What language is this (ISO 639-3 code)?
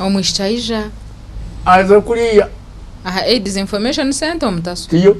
nyn